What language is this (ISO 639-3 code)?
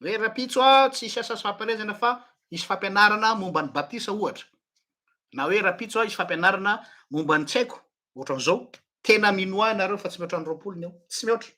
mlg